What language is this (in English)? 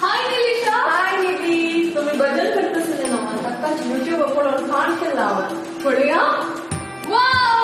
Konkani